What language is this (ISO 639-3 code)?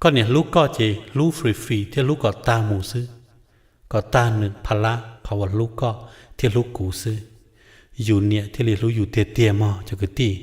hmn